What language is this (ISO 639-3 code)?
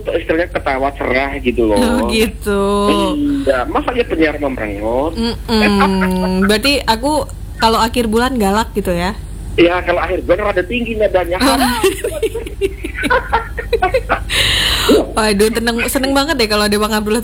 ind